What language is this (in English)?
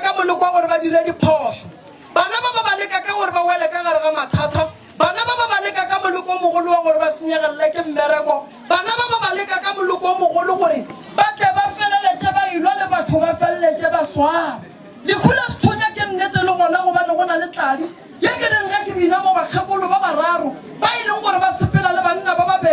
Northern Sotho